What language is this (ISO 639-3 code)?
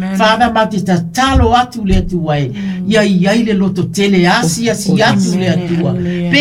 smo